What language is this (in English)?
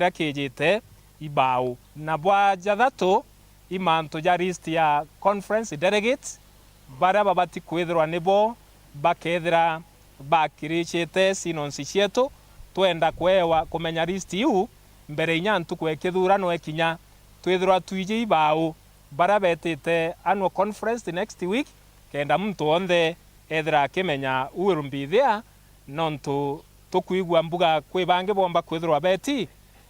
Meru